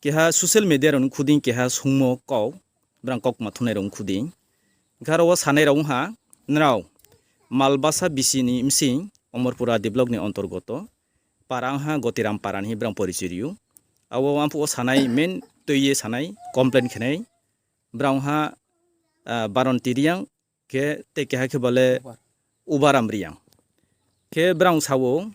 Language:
Riang (India)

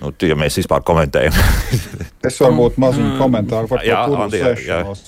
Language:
Latvian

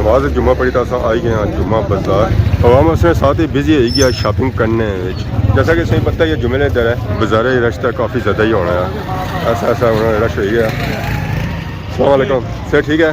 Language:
Pahari-Potwari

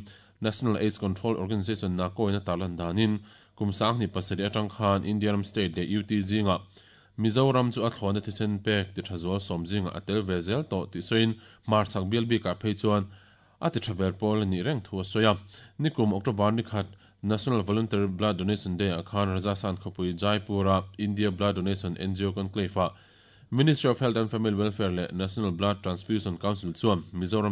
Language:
Mizo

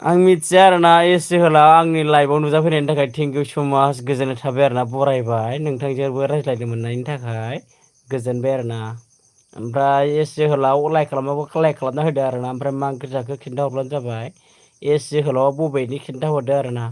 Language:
Bodo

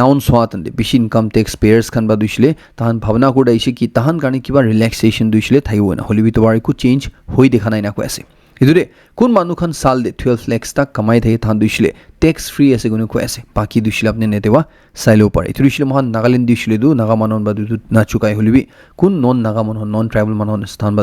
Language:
Naga Pidgin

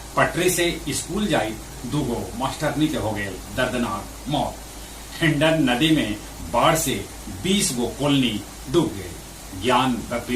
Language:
Magahi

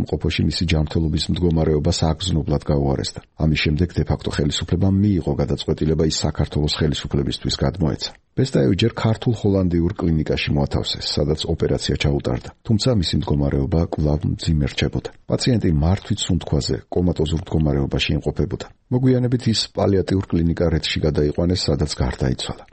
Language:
Georgian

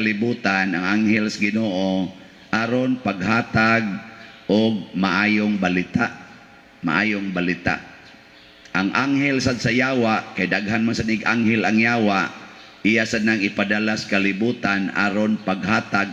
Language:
Cebuano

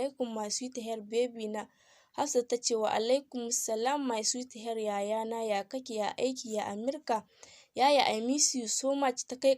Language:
Hausa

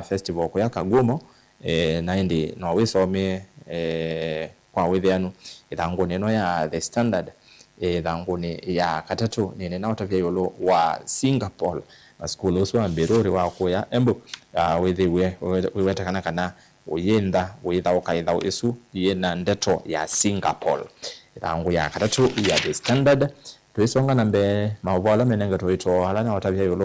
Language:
Kamba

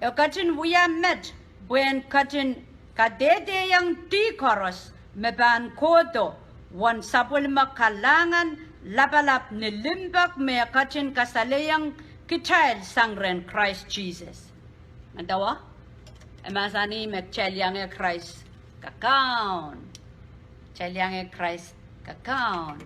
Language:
Pohnpeian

